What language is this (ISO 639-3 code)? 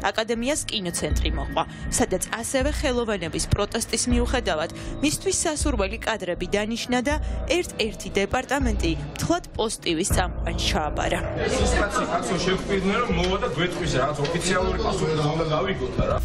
kat